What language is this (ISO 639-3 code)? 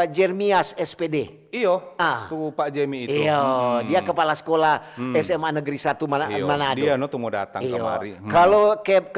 xmm